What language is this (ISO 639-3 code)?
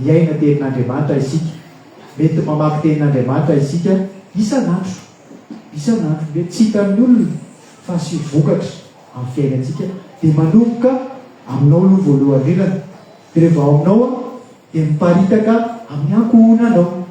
mlg